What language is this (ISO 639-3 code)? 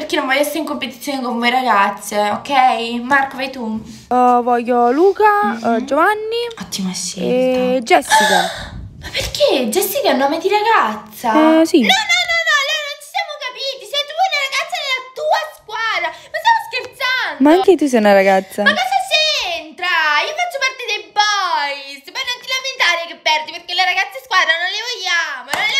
ita